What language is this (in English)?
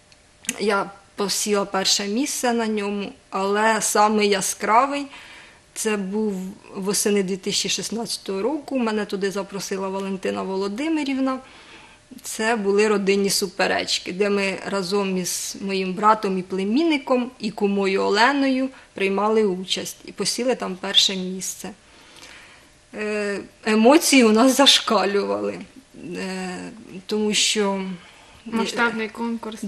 Ukrainian